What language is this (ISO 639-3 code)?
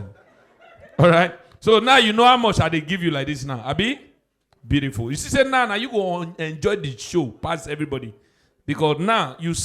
pcm